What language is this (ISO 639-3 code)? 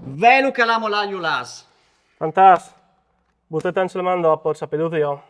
fur